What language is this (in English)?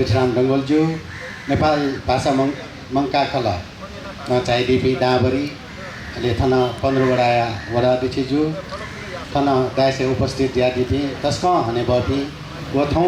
Newari